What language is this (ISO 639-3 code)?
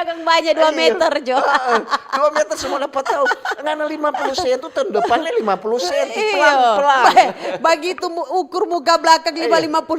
xmm